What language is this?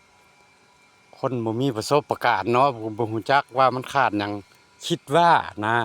Lao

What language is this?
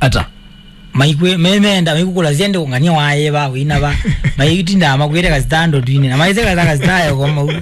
Kamba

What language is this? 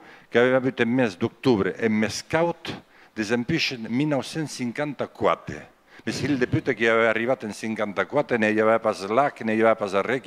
Occitan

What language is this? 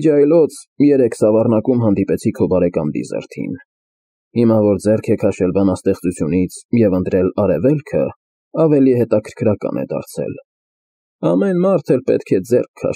Armenian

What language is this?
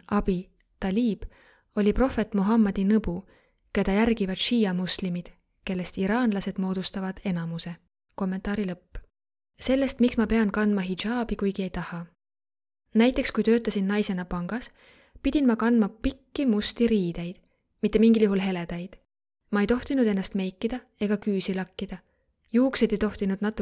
Estonian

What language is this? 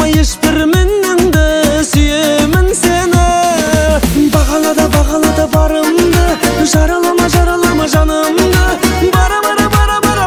Kazakh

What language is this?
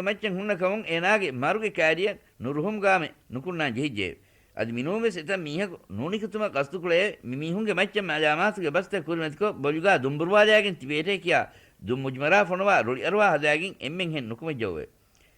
Divehi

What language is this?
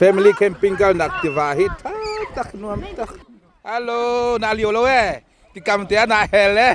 Hakha Chin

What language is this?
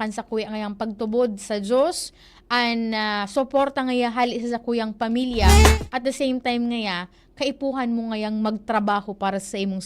Bikol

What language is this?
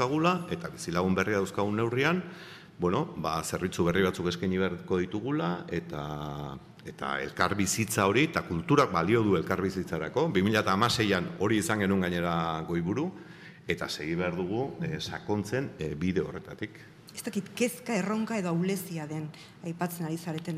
Basque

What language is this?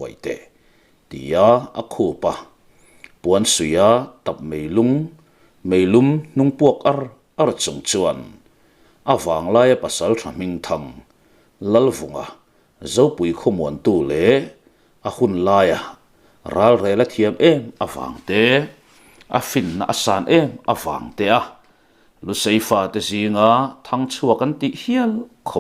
Mizo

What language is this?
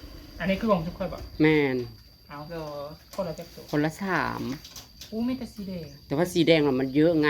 Northeastern Thai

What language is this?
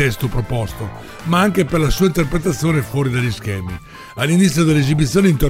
Italian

